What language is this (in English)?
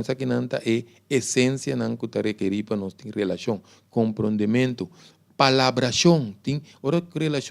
Papiamento